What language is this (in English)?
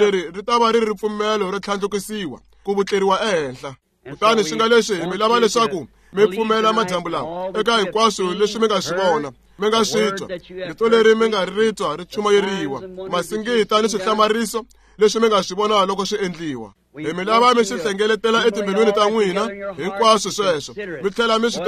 Tsonga